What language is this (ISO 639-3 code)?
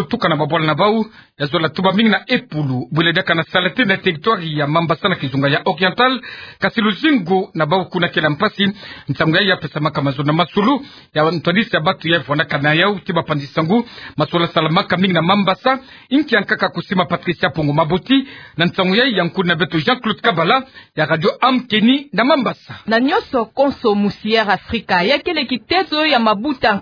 ktu